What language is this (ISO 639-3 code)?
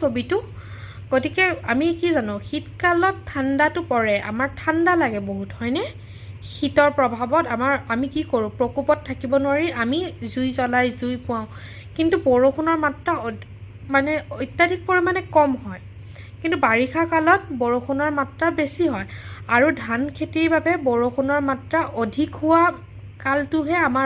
asm